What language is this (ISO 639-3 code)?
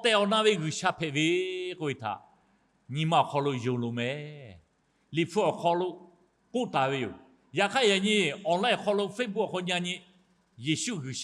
lhu